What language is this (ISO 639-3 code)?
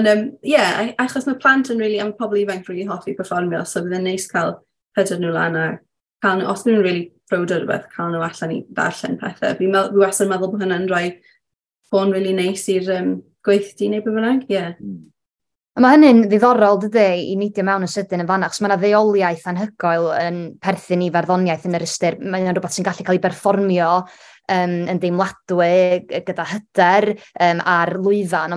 cym